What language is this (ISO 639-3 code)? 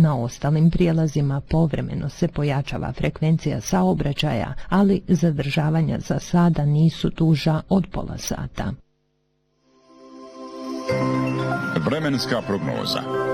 bos